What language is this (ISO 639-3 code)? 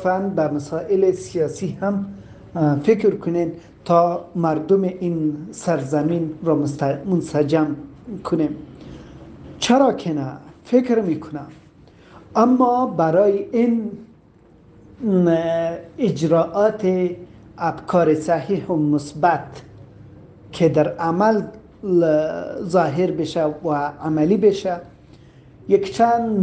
fas